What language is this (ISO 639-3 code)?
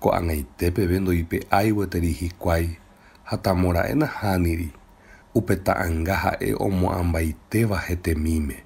grn